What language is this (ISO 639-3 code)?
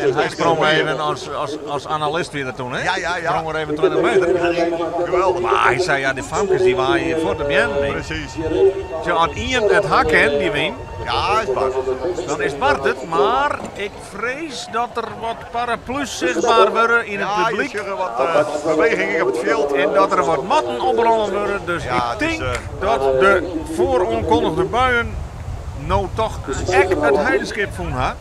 fry